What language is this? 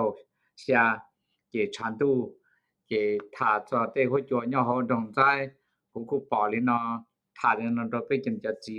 Hmong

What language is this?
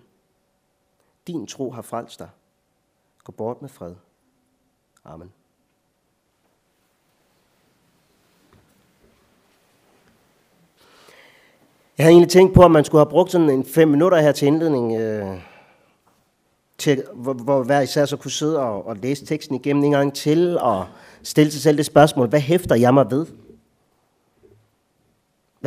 Danish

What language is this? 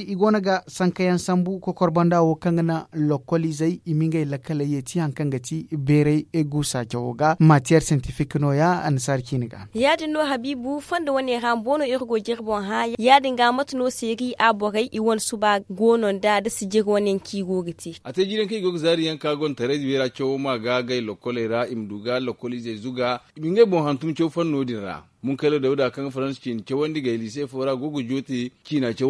Zarma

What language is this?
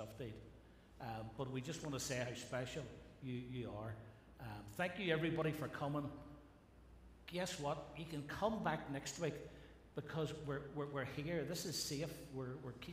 English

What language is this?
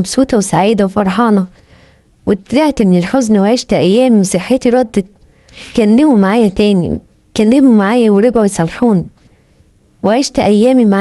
Egyptian Arabic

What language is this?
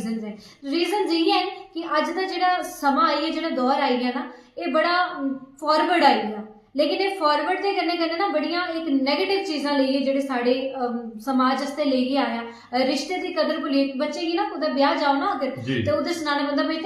Dogri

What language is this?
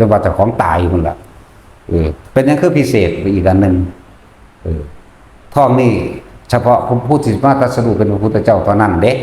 Northeastern Thai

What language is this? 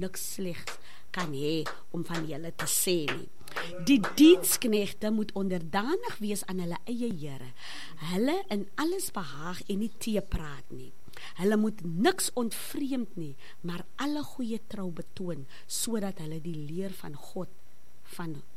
Afrikaans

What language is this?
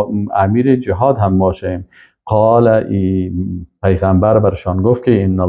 Persian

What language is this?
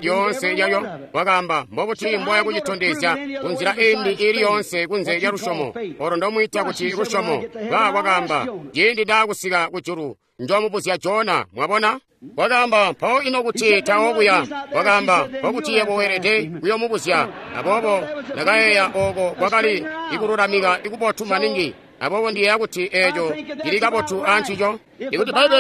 Tonga (Zambia)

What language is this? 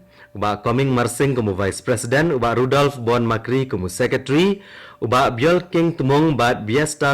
Khasi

